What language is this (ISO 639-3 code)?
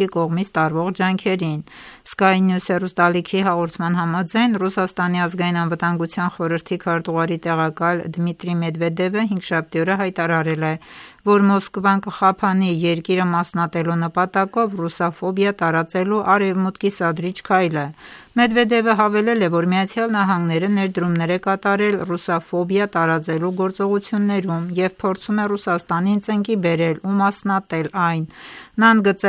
hye